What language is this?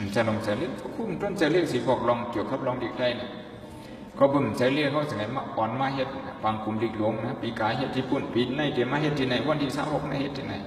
Shan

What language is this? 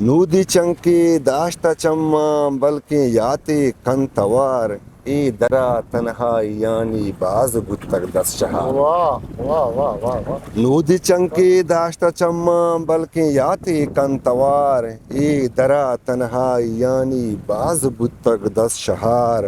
Eastern Balochi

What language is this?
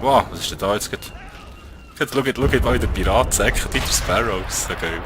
Swiss German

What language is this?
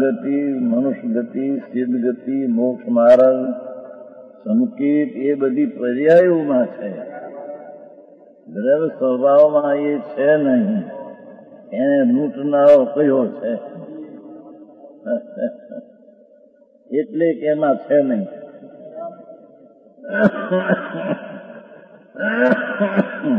Gujarati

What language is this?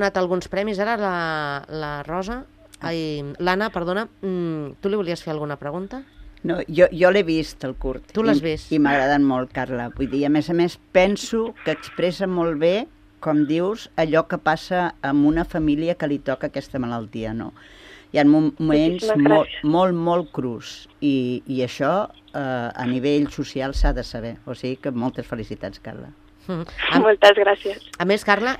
Catalan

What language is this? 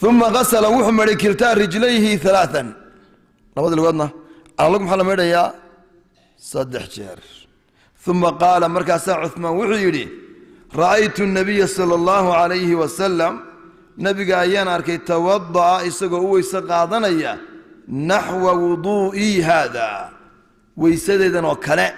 Somali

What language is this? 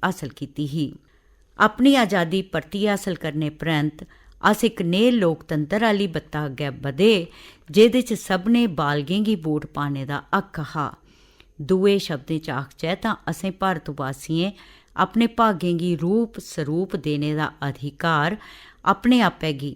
Dogri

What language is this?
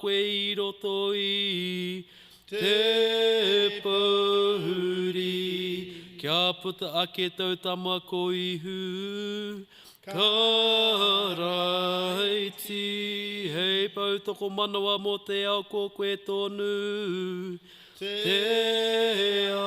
Māori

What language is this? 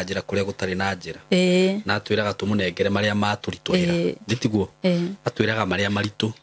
Kikuyu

